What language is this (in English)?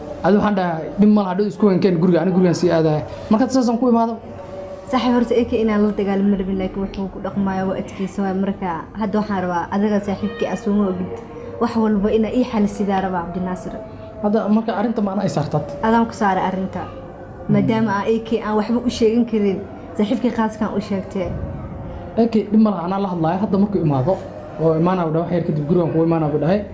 Somali